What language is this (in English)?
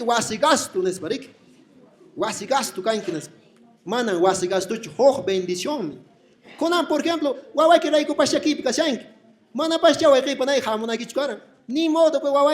Quechua